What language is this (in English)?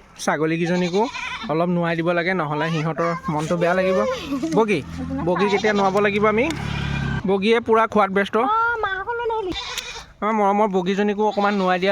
Assamese